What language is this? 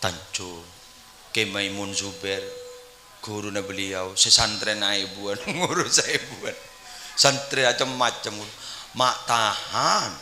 Madurese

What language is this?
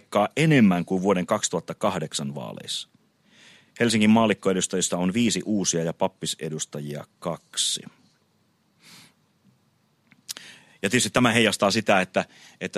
Finnish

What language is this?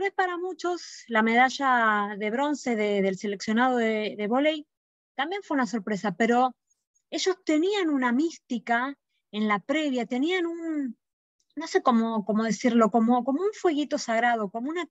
Spanish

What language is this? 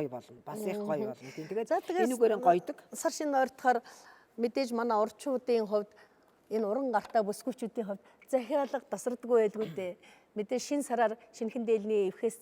Mongolian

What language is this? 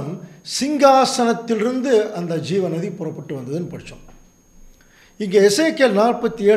Tamil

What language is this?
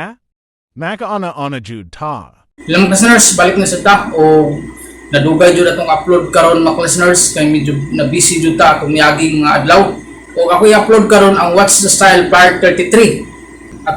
Cebuano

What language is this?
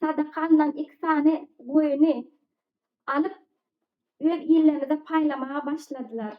Turkmen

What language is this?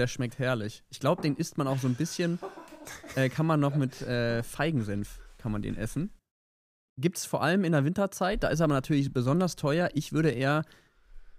German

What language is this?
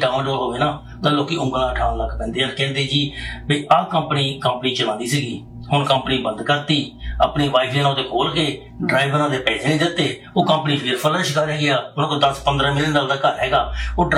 Punjabi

